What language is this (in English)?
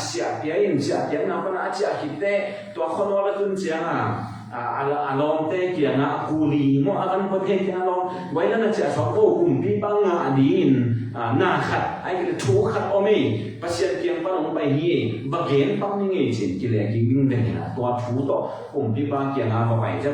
Tedim Chin